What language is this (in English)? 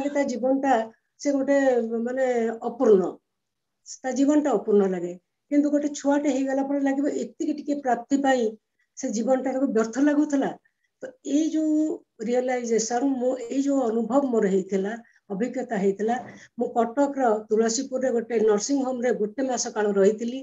Odia